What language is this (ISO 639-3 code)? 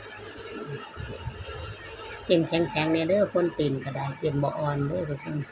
lao